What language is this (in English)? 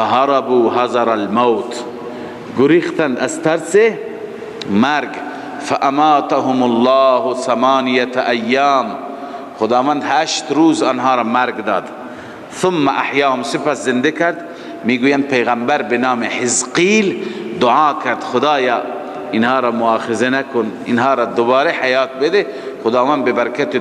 Persian